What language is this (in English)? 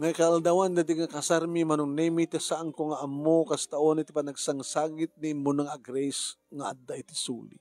Iloko